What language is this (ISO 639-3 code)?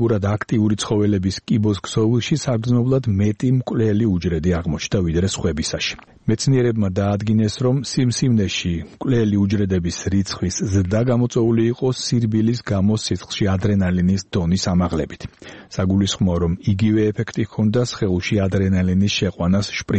kat